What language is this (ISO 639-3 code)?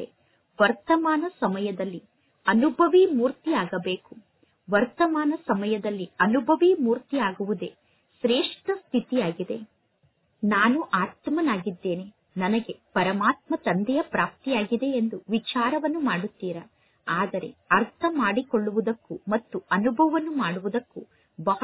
kan